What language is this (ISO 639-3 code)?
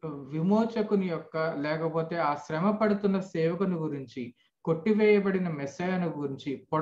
tel